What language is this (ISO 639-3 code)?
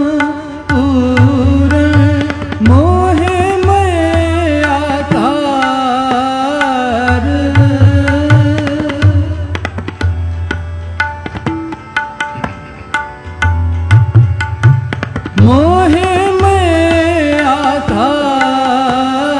hin